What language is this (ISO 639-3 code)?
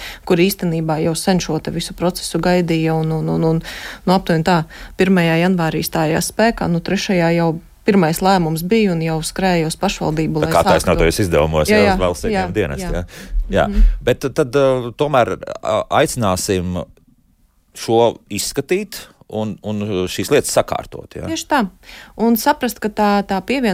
lav